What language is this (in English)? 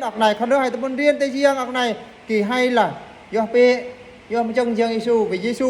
Eastern Bru